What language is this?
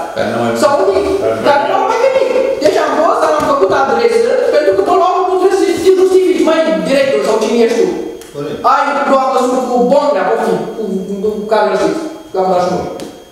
Romanian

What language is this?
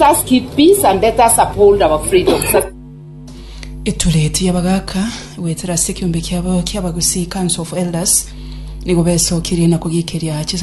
Gusii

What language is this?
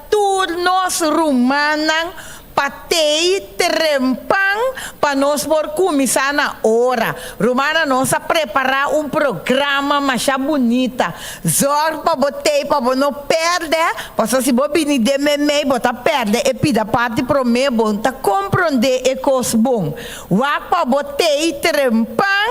Papiamento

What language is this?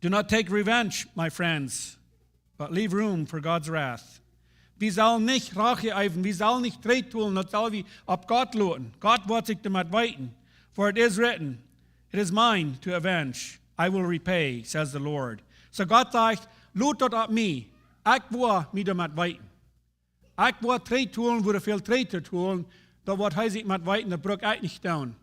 Plautdietsch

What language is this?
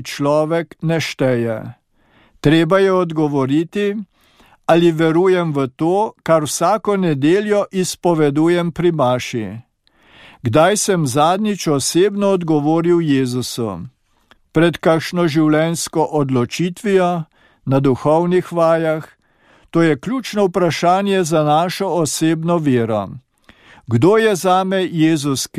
Slovenian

